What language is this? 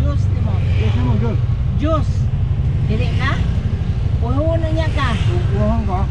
Cebuano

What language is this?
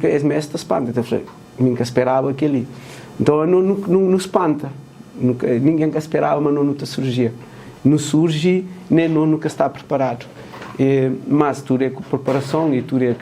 Kabuverdianu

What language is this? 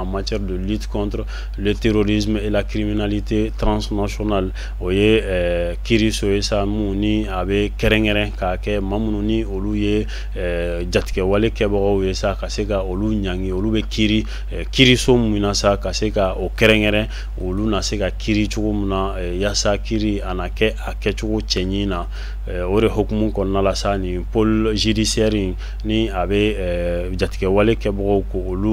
Bambara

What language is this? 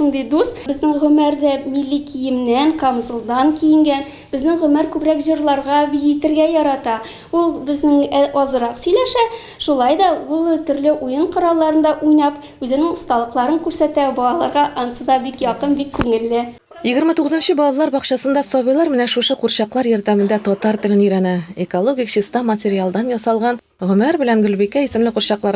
Tatar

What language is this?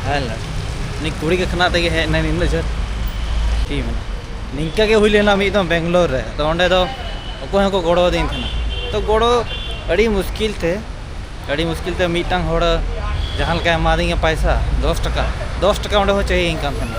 Santali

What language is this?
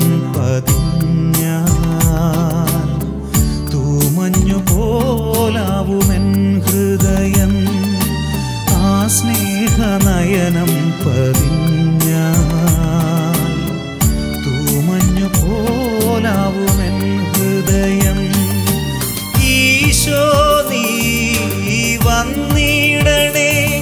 Malayalam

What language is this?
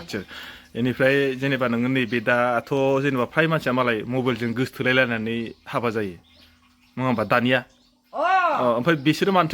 Bodo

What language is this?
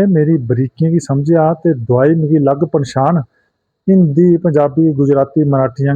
Dogri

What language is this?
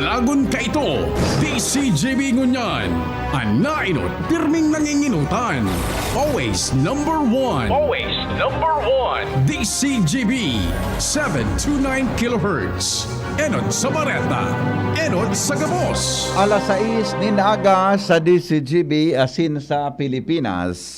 Bikol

